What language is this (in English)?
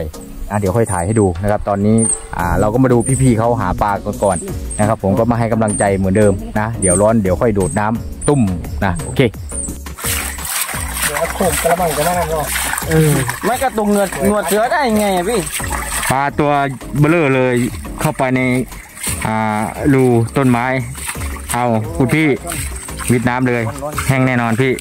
Thai